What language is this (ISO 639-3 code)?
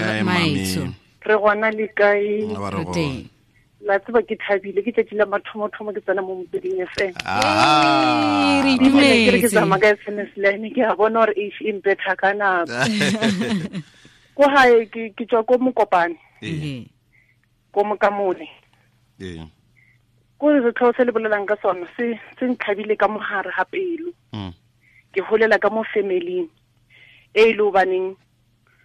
tsn